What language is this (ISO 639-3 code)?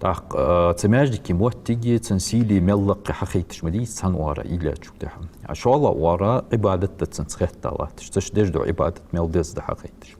inh